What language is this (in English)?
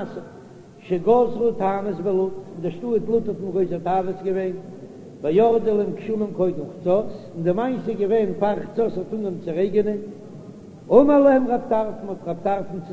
Yiddish